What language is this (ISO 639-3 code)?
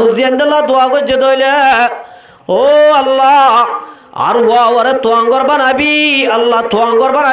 rhg